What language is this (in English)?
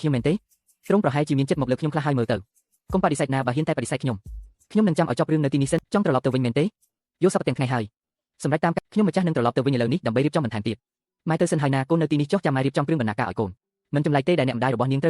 Khmer